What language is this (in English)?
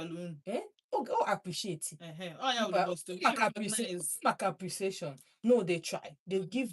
Igbo